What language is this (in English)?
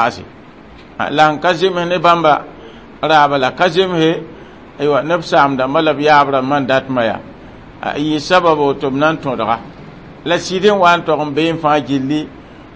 Mossi